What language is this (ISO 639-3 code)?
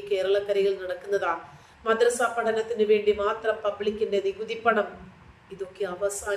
mal